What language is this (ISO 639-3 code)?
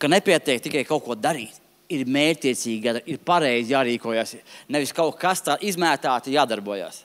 lav